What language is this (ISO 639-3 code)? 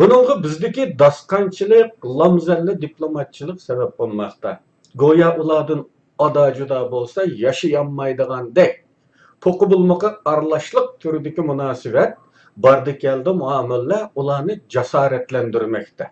uig